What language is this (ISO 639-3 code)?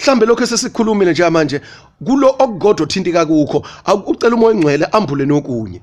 zul